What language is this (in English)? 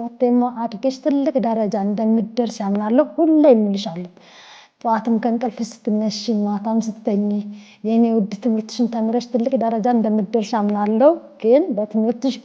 Amharic